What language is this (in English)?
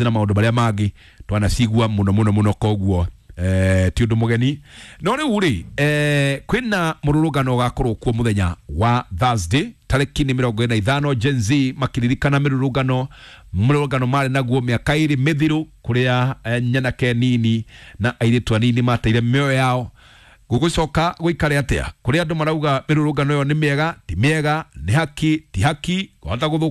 Kikuyu